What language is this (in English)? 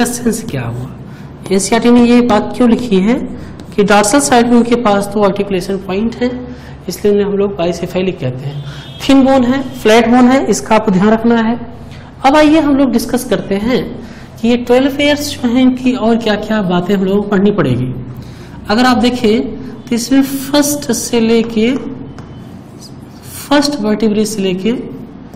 Hindi